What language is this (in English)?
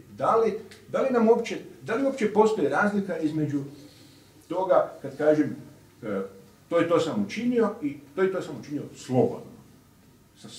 Croatian